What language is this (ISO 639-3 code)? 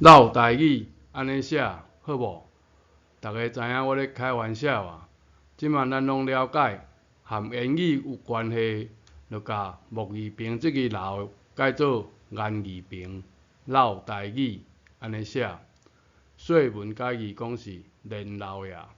nan